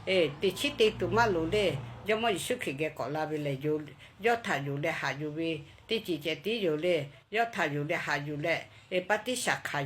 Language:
Lahu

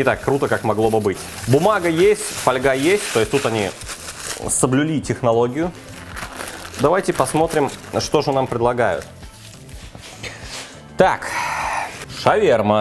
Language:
Russian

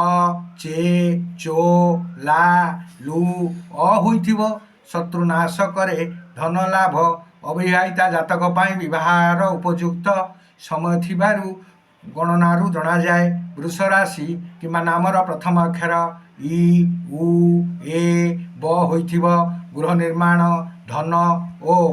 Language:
Odia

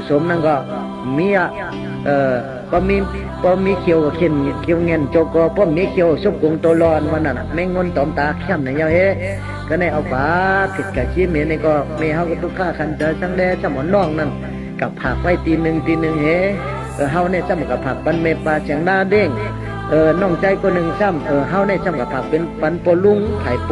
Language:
Shan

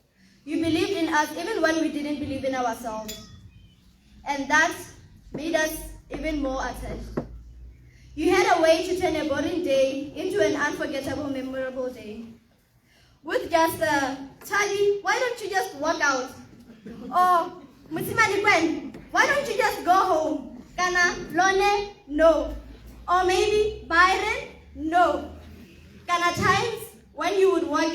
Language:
Tswana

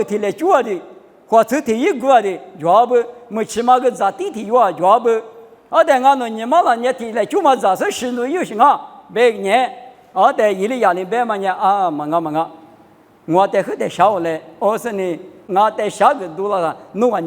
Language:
Lisu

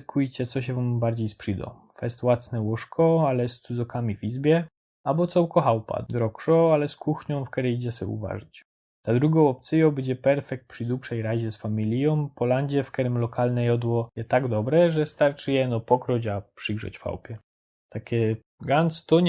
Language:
Silesian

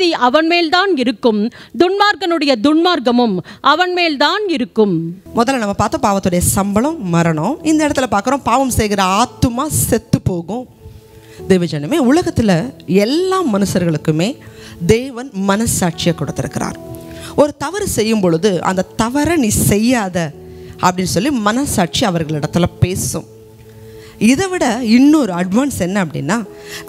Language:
Tamil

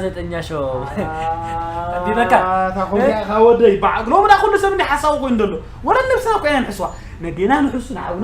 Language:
Tigrinya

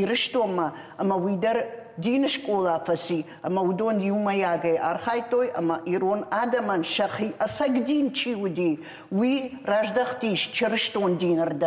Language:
Ossetic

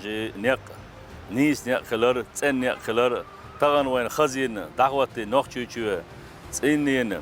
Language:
Chechen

